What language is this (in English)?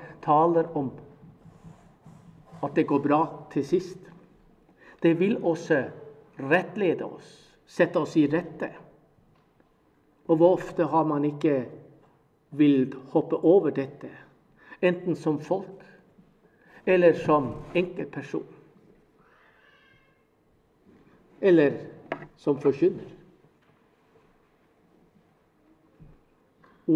Norwegian